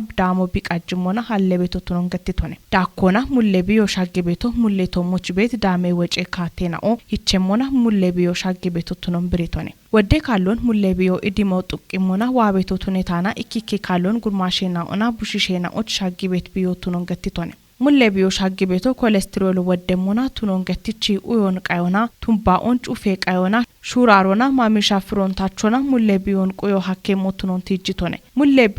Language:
Kafa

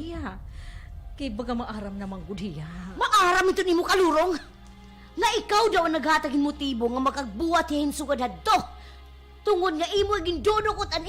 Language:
Waray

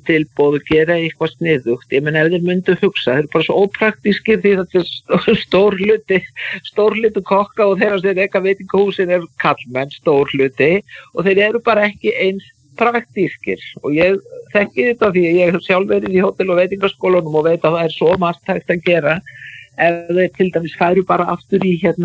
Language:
Icelandic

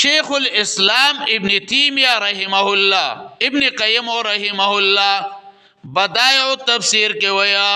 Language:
Pashto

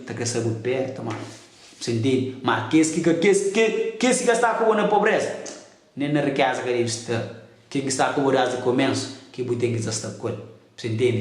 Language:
Kabuverdianu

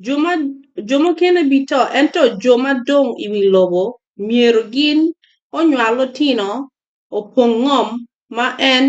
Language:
Acoli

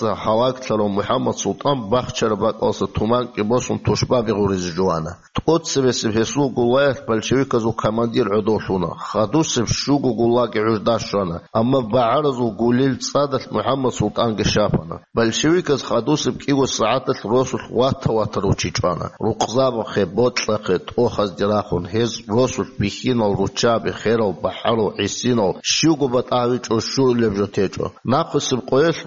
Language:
Avaric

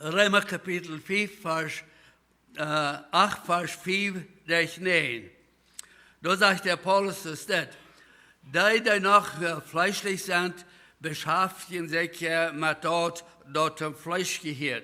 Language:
Plautdietsch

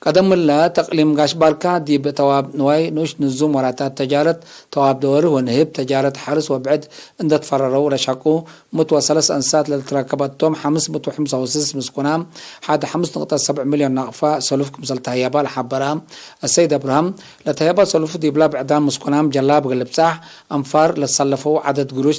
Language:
Tigre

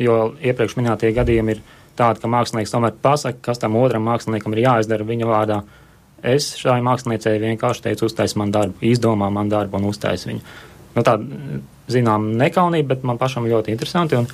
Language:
Latvian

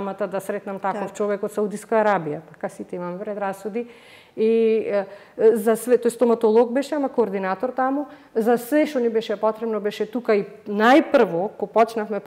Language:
Macedonian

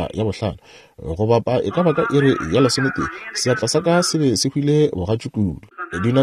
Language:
Northern Sotho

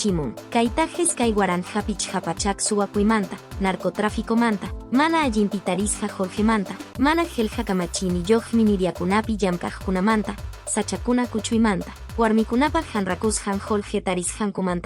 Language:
Quechua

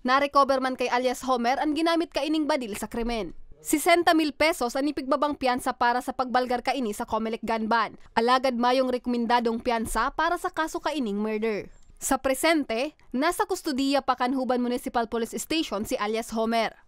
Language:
Bikol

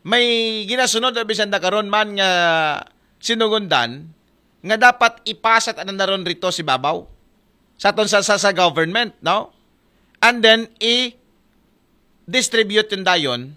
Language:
Aklanon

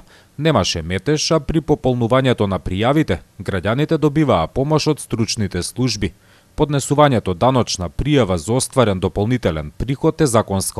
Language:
Macedonian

